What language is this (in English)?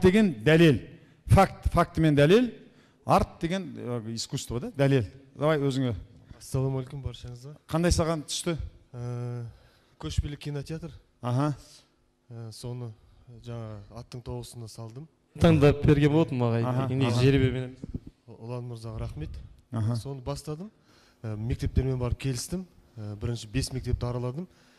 Kazakh